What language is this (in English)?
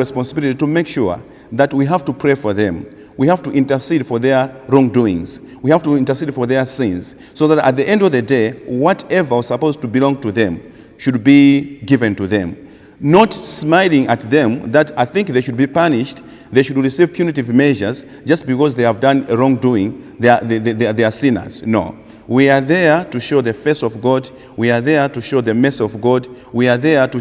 English